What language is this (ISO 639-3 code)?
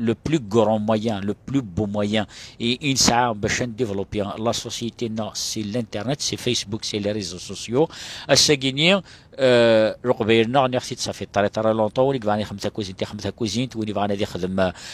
kab